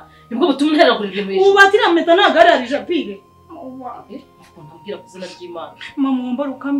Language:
Kinyarwanda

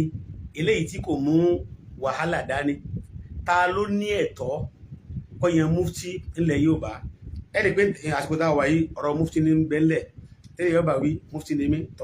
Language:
Yoruba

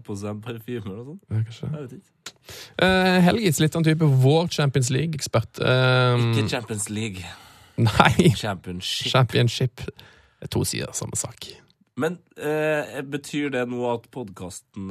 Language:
Norwegian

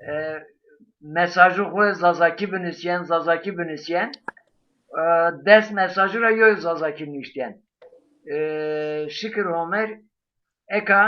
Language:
Zaza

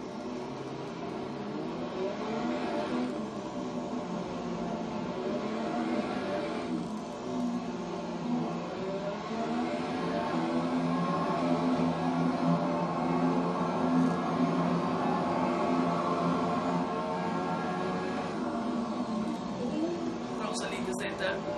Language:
Swedish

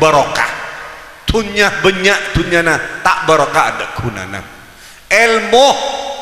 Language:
Madurese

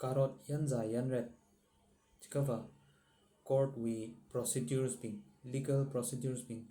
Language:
Tangkhul Naga (India)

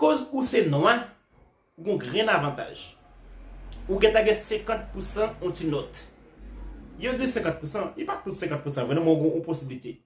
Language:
Haitian Creole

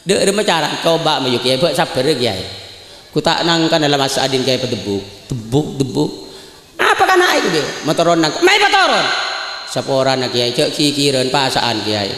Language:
Madurese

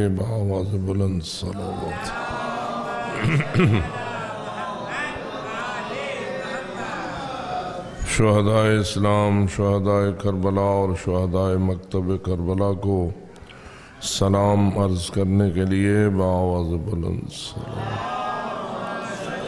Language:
Urdu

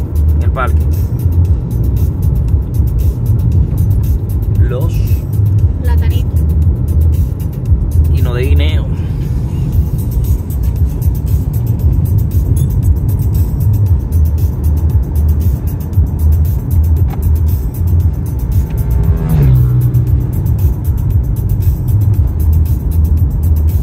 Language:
Spanish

